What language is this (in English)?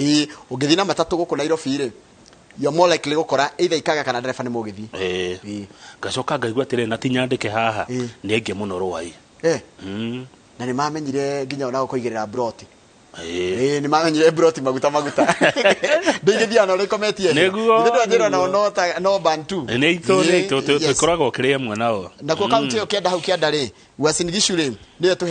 Kikuyu